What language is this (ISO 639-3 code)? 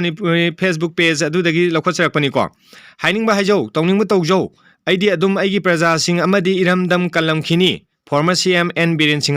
mni